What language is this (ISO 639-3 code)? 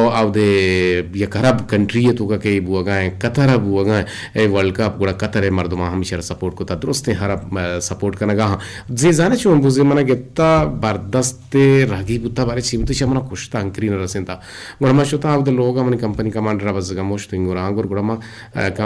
bgp